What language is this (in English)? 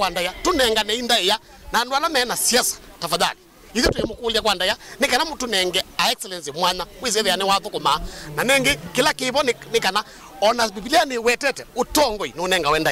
Kamba